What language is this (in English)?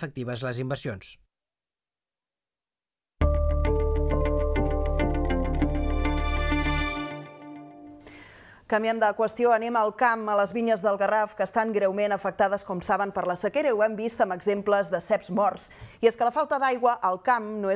Catalan